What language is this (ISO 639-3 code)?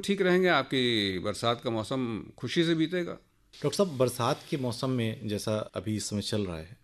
hin